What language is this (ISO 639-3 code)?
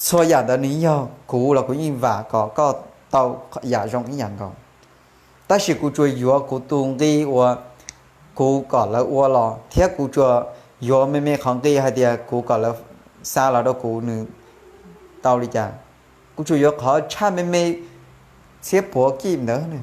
hmn